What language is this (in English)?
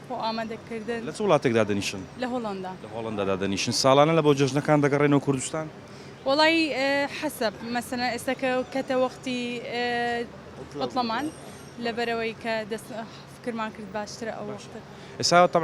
Central Kurdish